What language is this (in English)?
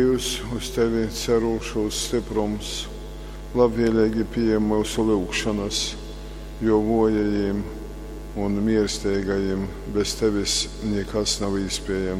Latgalian